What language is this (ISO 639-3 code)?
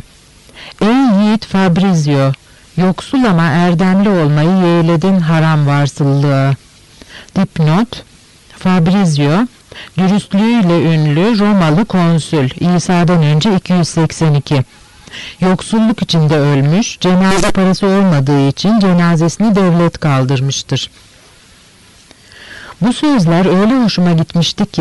tur